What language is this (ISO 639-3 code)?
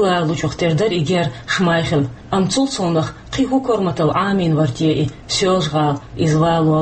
che